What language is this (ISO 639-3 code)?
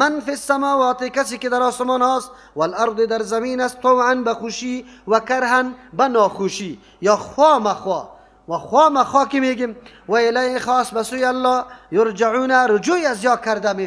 fas